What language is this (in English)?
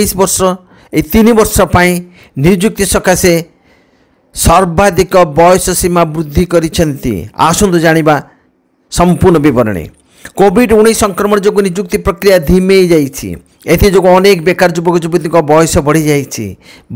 Odia